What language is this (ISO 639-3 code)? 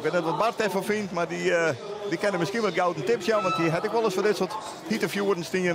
fry